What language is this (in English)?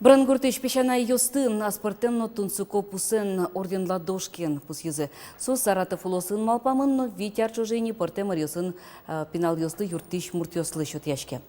Udmurt